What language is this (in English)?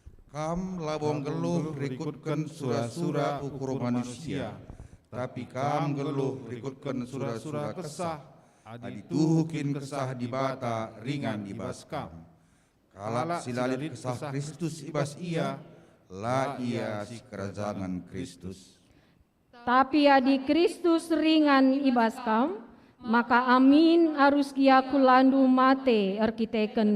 Batak Karo